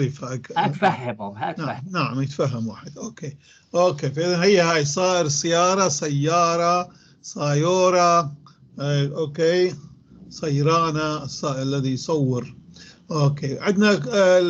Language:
North Levantine Arabic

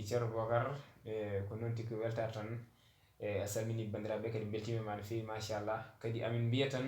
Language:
Fula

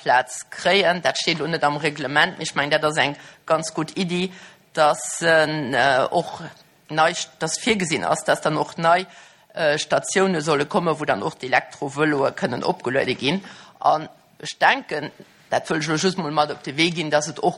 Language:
Luxembourgish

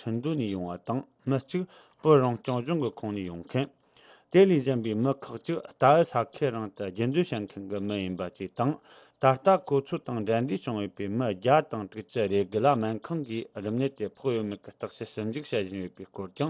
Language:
Tibetan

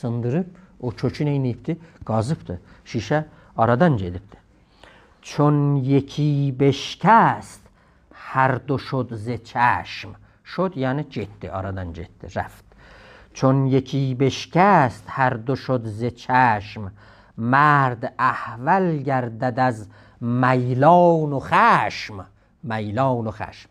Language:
South Azerbaijani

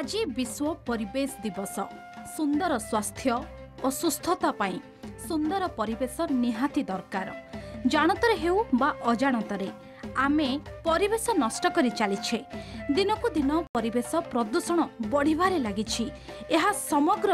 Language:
Odia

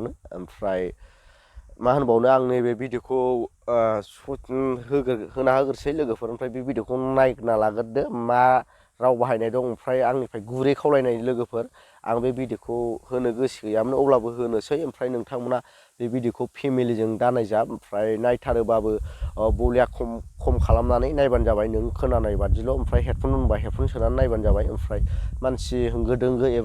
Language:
Bodo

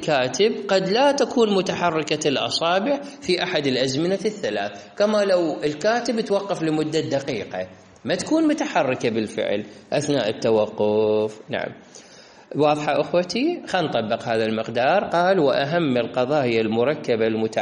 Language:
Mesopotamian Arabic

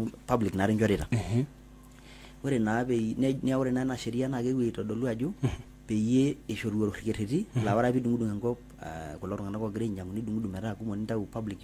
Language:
Masai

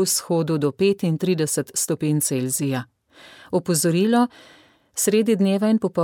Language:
Slovenian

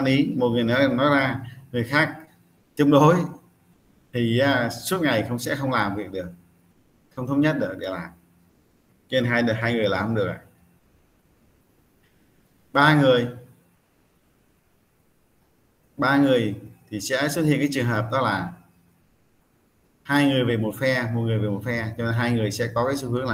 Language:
Vietnamese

